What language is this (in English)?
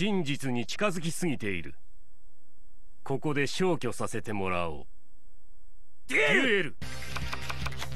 Japanese